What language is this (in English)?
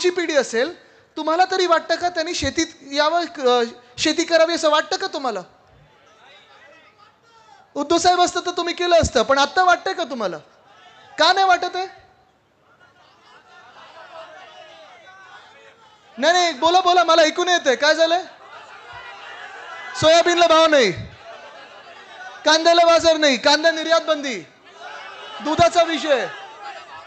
Marathi